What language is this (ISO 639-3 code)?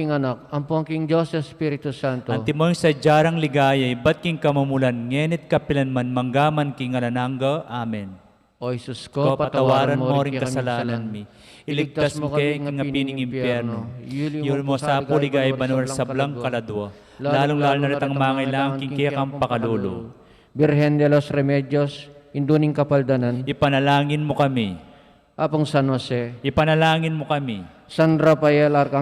pam